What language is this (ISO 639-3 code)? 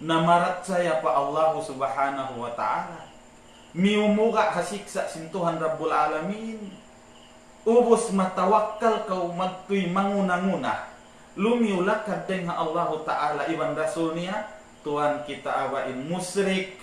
tsg